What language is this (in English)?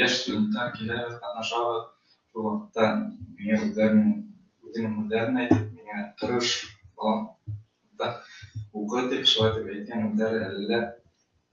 Bashkir